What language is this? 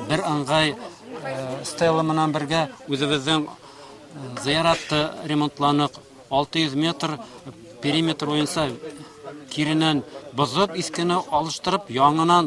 Bashkir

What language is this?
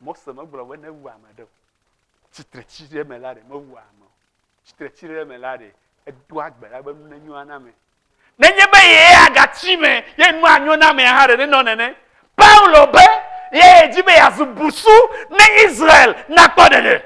Ewe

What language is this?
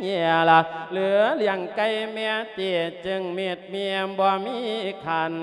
Lao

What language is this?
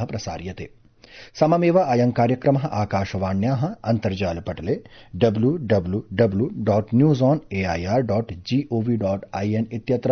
Sanskrit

